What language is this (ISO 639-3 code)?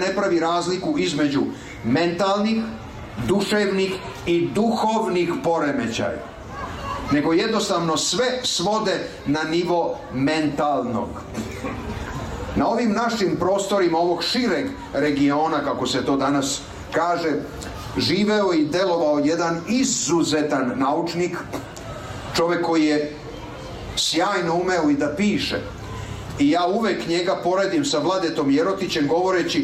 srp